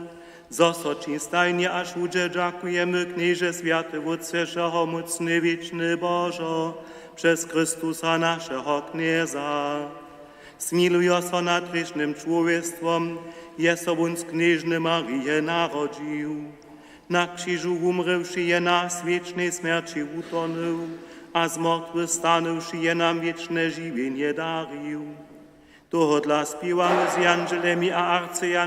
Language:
Upper Sorbian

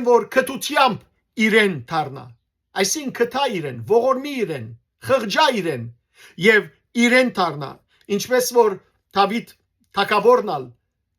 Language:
Western Armenian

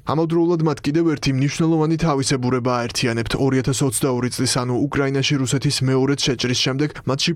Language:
Georgian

